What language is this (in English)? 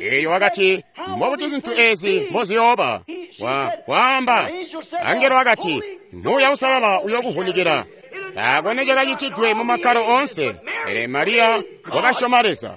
Tonga (Zambia)